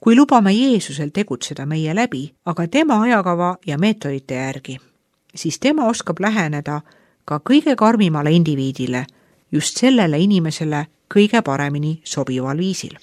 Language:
Estonian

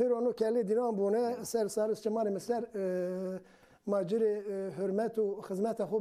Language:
Zaza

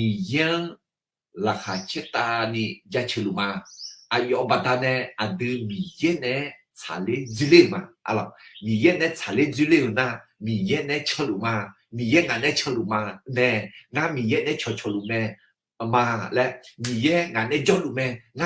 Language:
Akha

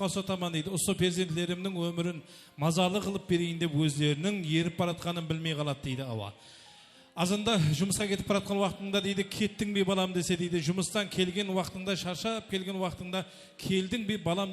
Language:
Kara-Kalpak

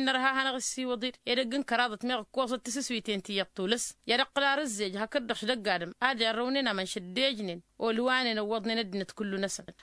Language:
Tamasheq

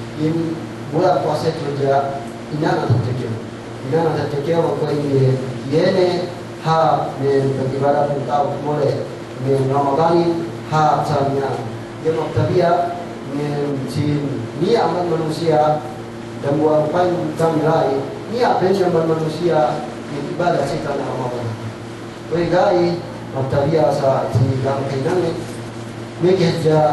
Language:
Yakan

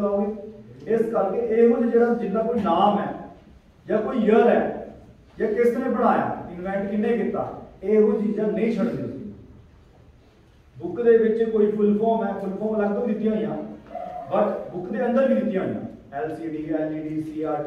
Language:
Punjabi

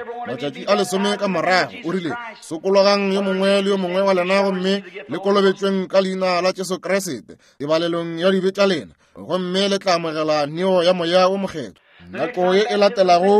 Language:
Northern Sotho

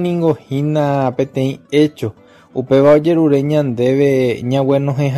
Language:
Guarani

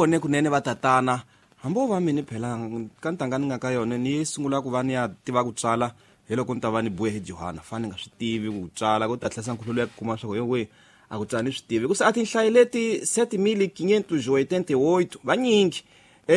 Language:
Tsonga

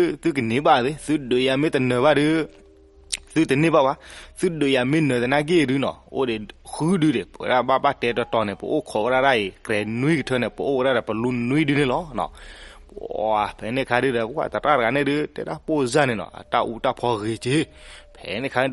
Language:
S'gaw Karen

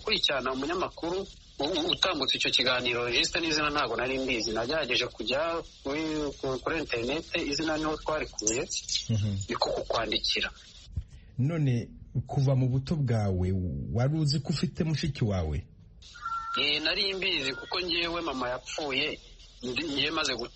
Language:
Kinyarwanda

